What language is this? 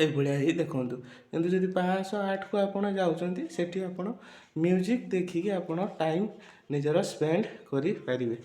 Odia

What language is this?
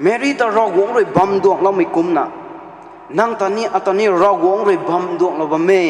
Rongmei Naga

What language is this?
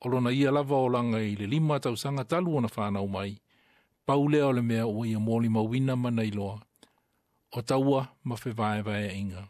Samoan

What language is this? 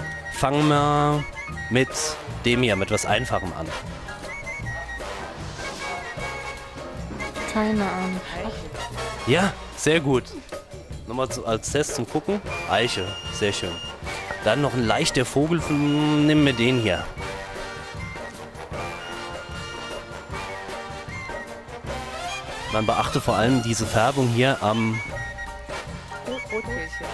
German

